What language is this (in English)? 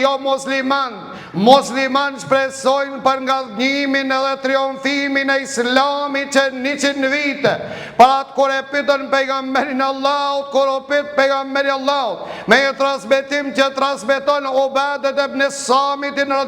Albanian